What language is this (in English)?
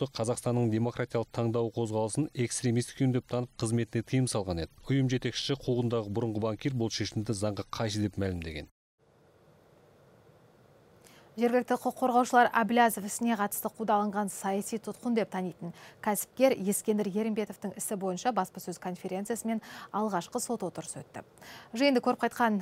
Kazakh